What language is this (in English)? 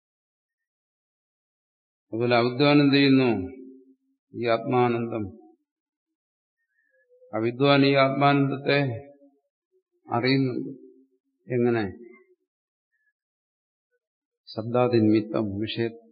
Malayalam